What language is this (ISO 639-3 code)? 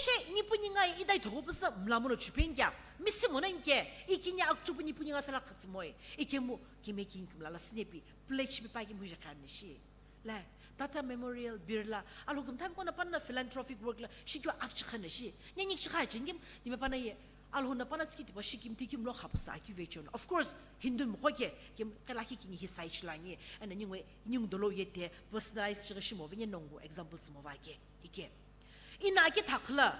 nsm